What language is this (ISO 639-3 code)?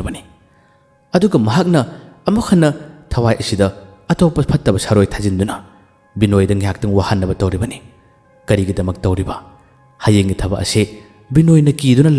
mni